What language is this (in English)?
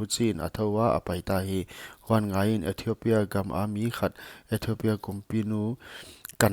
Paite Chin